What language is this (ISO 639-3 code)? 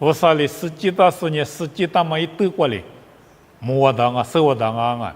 lis